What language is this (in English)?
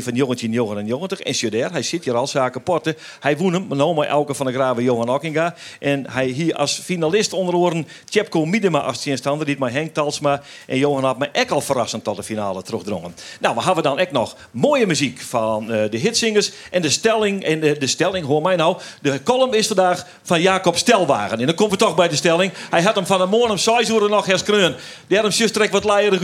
Western Frisian